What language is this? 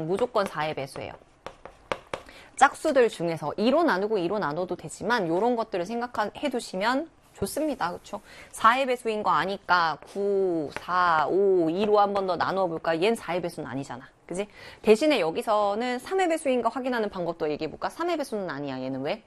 Korean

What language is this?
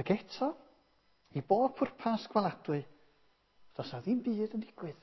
Welsh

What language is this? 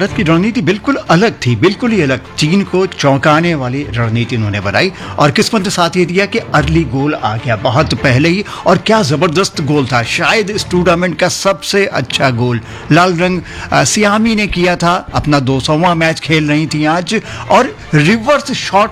Hindi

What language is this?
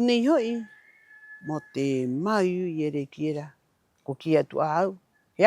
Rapanui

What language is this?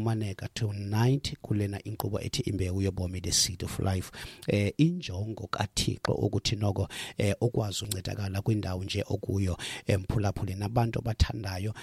Xhosa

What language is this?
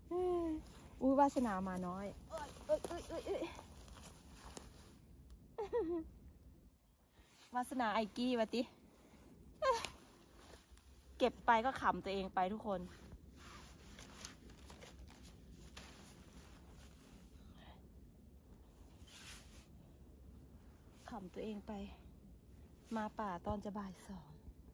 Thai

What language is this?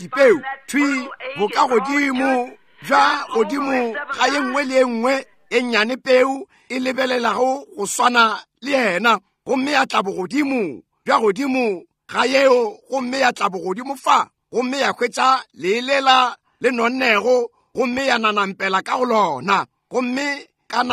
Northern Sotho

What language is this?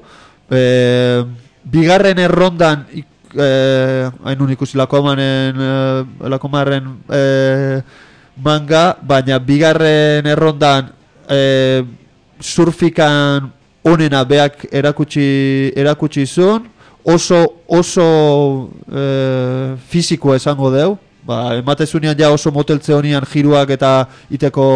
Basque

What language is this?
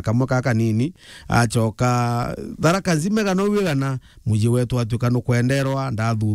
Meru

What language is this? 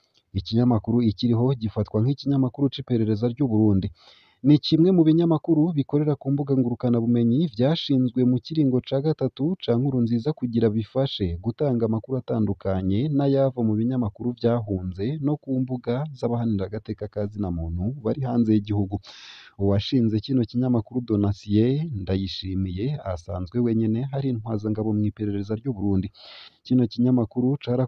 Rundi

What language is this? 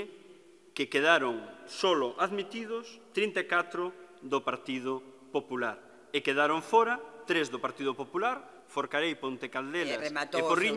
Galician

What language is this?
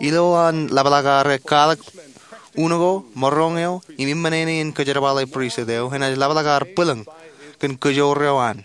Marshallese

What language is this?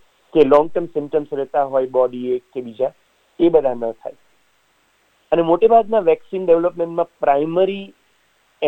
Gujarati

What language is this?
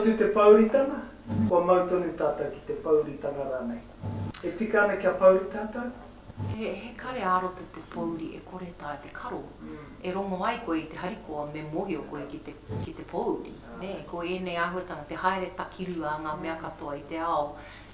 Māori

